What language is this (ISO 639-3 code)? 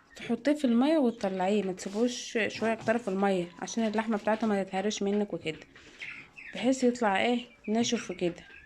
arz